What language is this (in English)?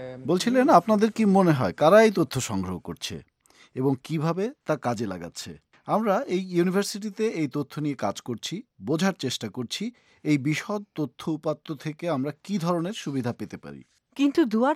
Bangla